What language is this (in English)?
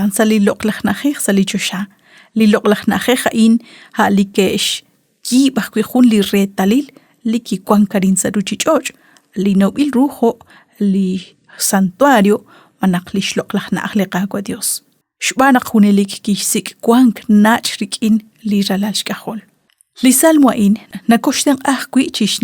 Kekchí